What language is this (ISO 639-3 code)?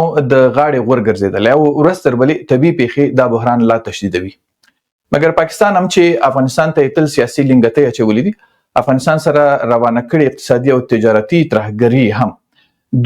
pus